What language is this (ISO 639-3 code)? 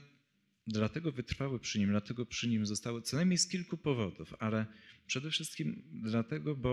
pol